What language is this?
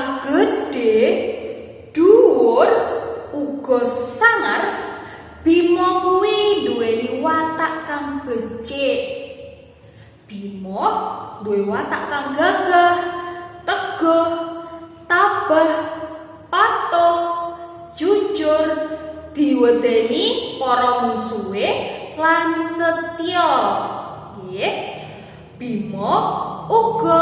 Javanese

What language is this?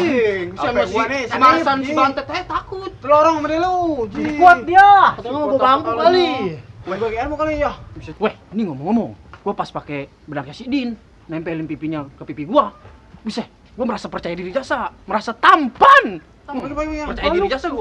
Betawi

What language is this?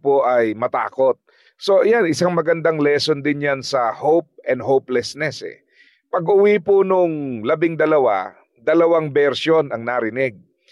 Filipino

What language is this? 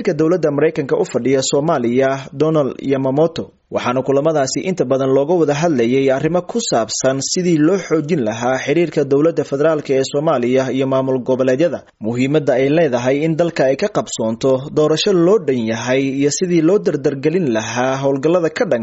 Somali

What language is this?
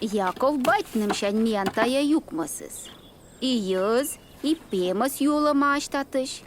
Komi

